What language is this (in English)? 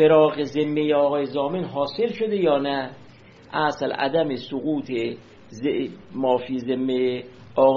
Persian